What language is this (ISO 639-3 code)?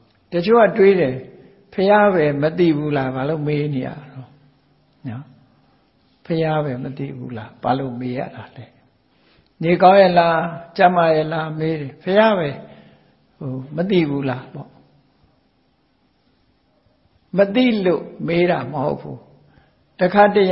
mya